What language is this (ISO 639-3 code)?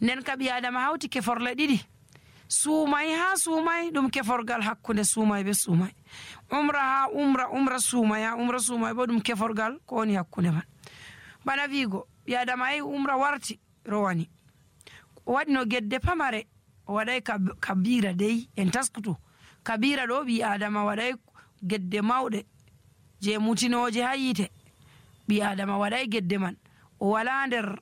fuv